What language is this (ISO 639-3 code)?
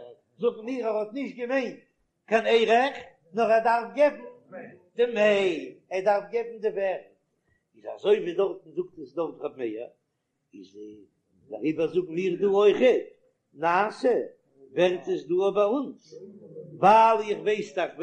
yid